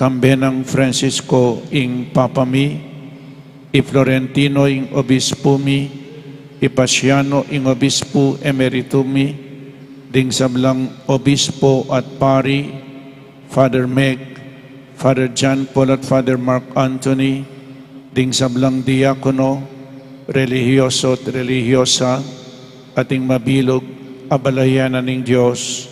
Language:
Pampanga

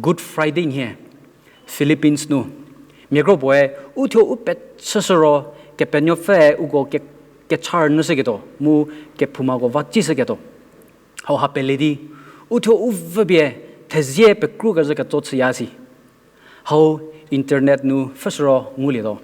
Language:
Angami Naga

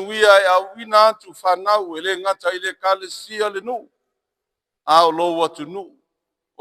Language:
Samoan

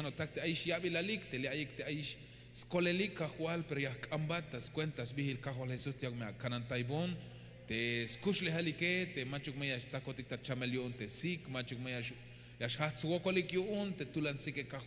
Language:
Tzeltal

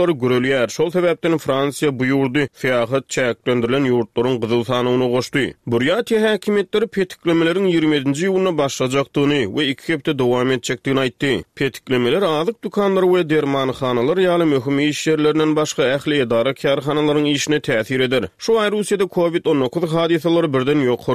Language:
Turkmen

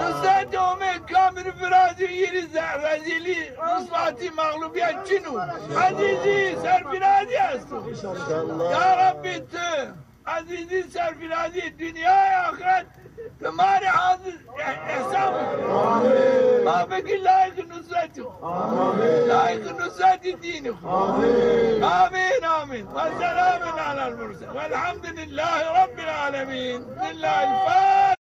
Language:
Zaza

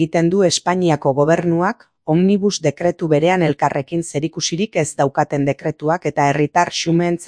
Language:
Basque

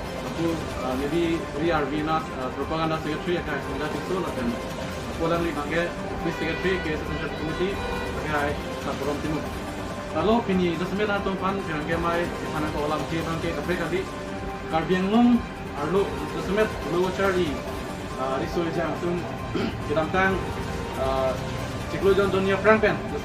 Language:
Karbi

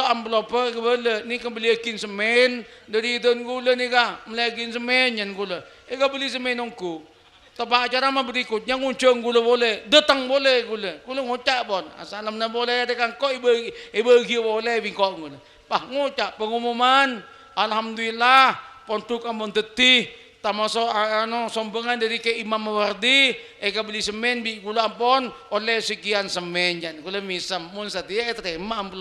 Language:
Madurese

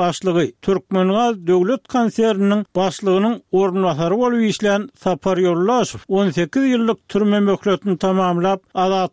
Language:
Turkmen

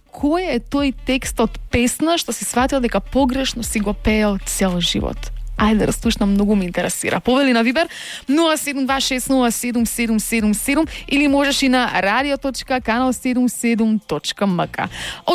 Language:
Macedonian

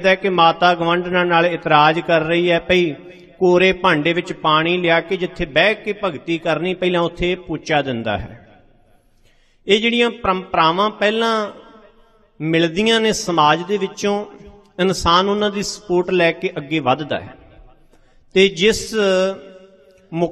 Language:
Punjabi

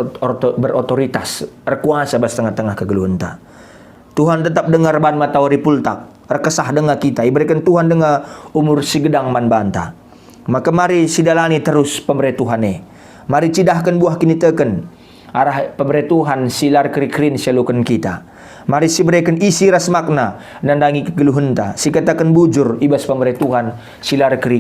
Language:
Batak Karo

